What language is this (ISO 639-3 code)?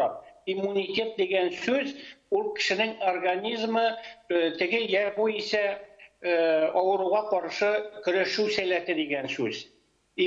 tat